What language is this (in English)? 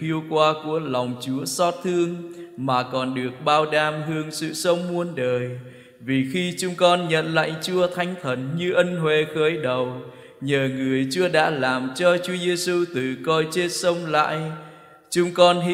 Vietnamese